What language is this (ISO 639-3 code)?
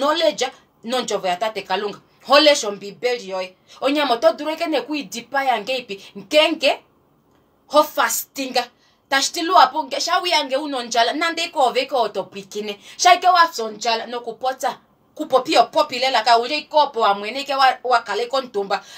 kua